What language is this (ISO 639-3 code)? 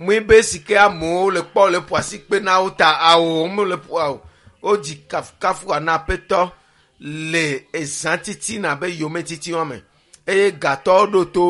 ewe